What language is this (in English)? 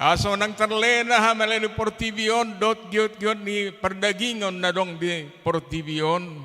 Batak Toba